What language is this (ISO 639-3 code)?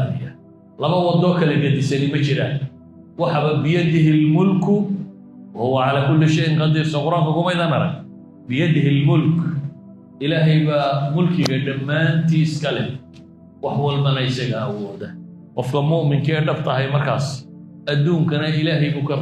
som